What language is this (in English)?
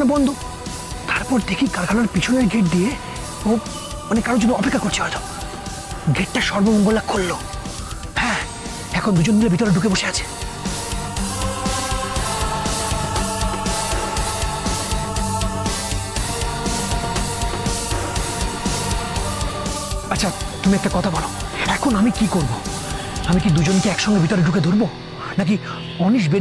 Bangla